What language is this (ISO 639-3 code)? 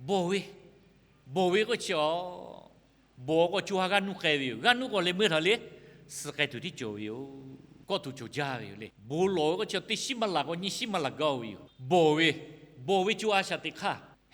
lhu